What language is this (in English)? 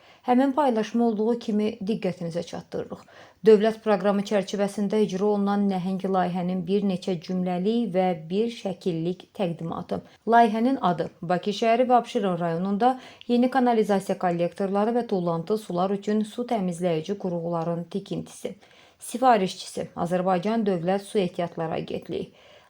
Azerbaijani